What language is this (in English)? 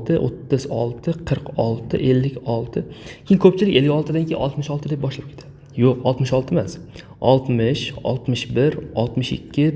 Uzbek